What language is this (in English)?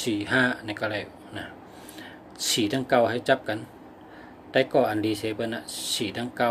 Shan